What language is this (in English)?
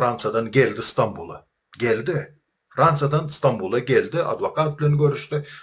Turkmen